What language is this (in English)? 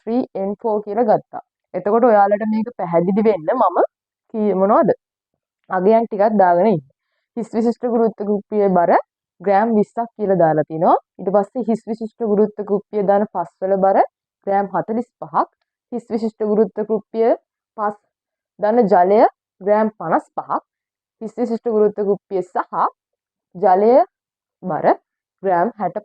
Sinhala